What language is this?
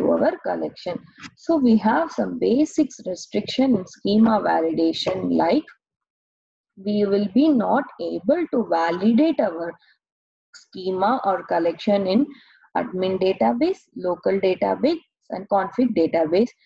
English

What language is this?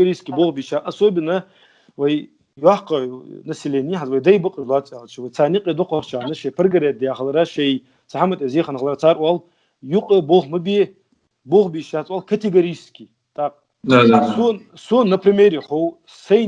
Ingush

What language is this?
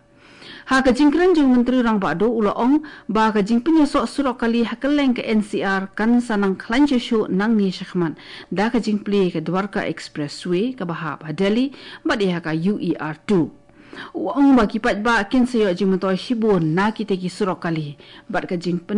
Khasi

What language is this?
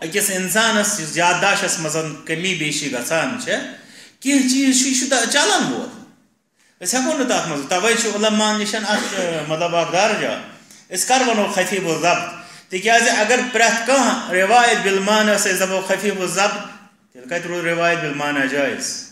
Kashmiri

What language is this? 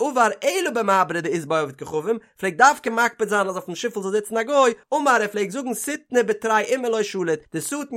Yiddish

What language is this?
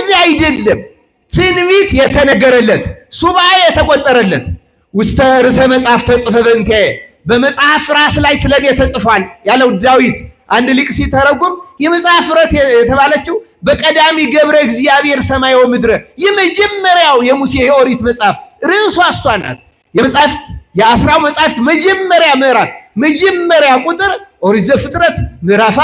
Amharic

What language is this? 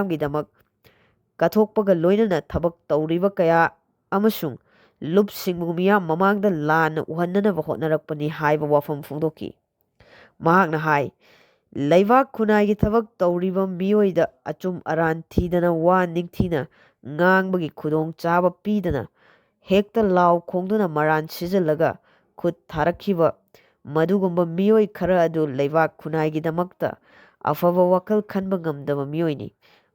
Manipuri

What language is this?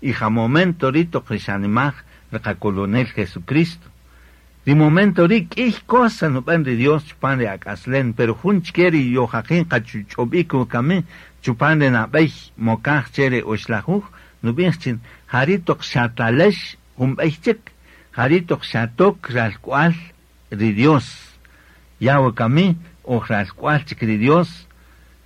Kaqchikel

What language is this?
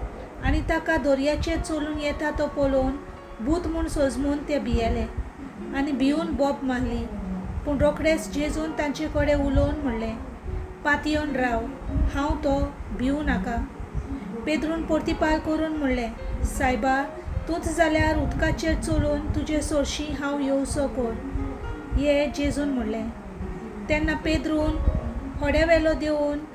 Konkani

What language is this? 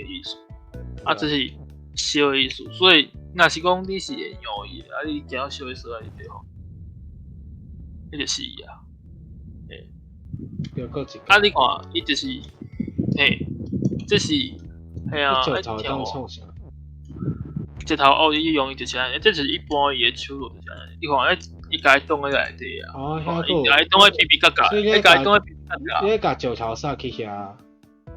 Min Nan Chinese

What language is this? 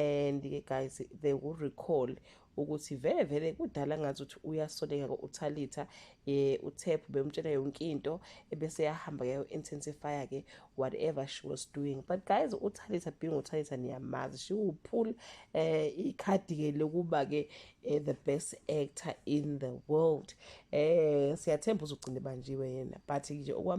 Zulu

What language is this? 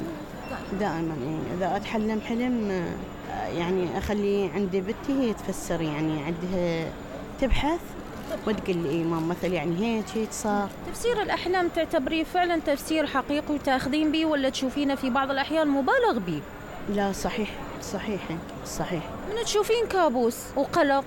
Mesopotamian Arabic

